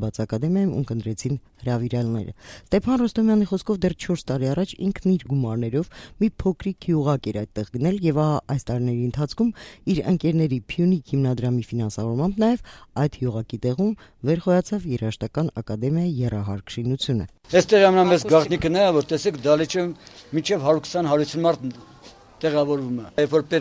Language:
Armenian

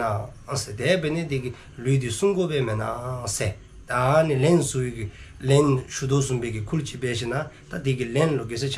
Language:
Dzongkha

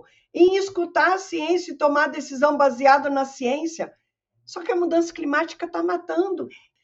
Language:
Portuguese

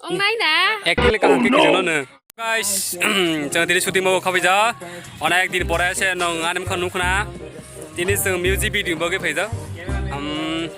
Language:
Kok Borok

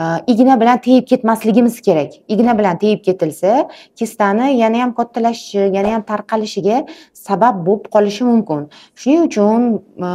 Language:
Uzbek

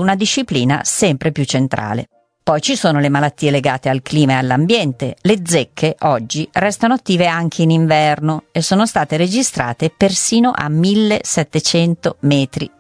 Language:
Italian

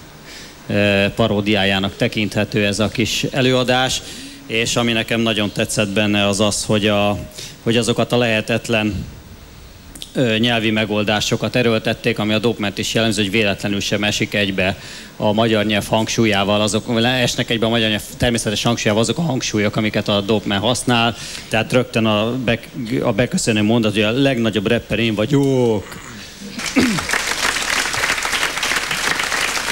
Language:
Hungarian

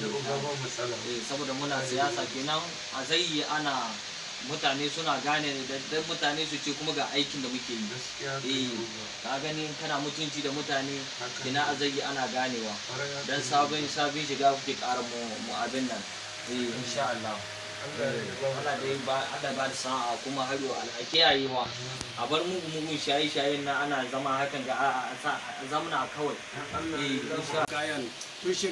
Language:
Hausa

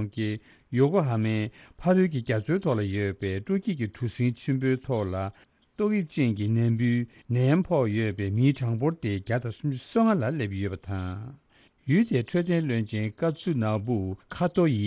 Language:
Tibetan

